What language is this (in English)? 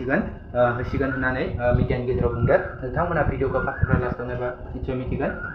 Bodo